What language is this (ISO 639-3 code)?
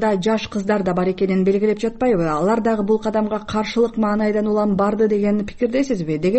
kir